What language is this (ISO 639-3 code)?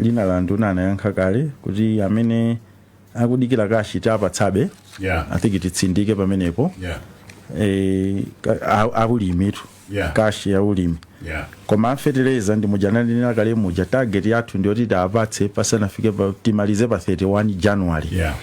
nya